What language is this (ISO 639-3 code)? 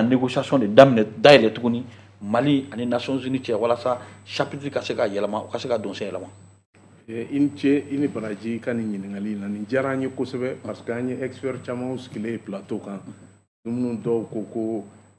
bam